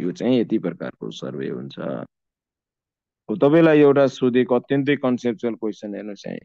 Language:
Nepali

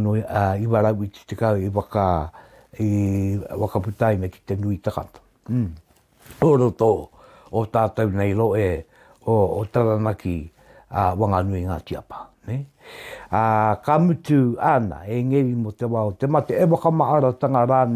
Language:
Māori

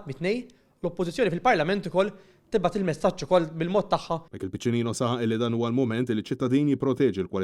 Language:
Maltese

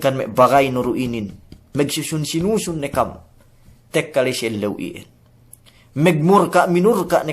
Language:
Yakan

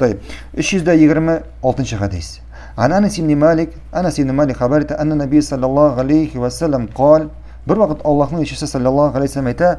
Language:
Tatar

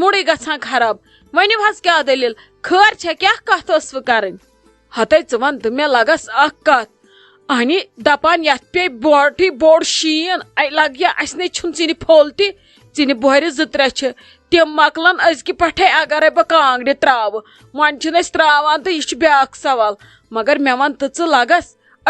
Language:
Kashmiri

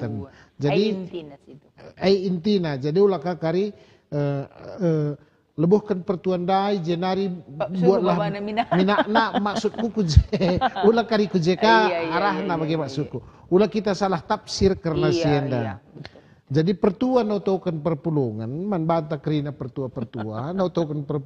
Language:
Batak Karo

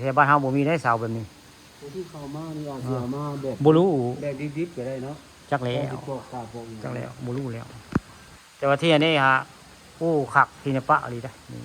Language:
Northeastern Thai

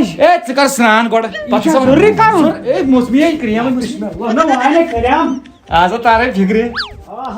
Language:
Kashmiri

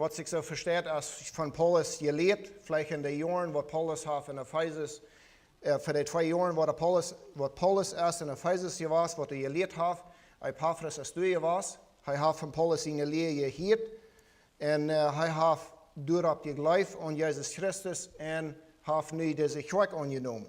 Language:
Plautdietsch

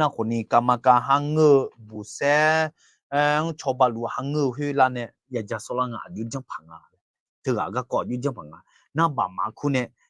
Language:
Akha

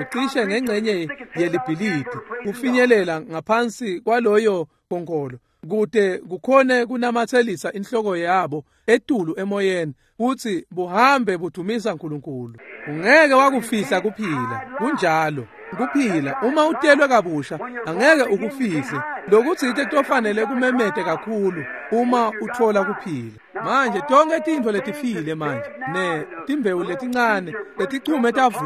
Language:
Swati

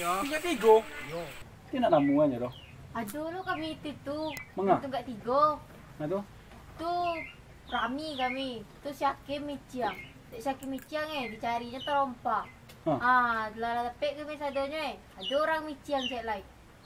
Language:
Minangkabau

